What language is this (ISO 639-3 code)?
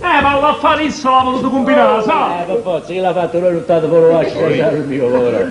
nap